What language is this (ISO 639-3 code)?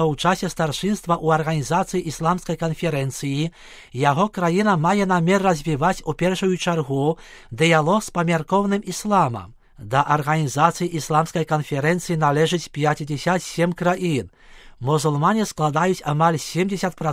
bel